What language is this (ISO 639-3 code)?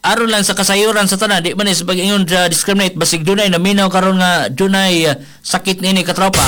ceb